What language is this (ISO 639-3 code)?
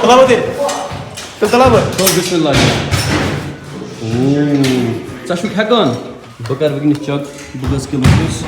kas